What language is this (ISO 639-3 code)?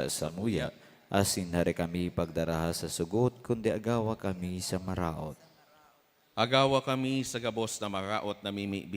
bik